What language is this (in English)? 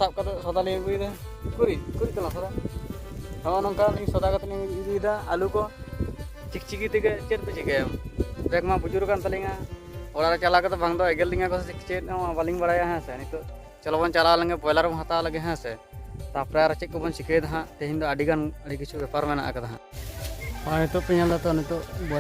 Santali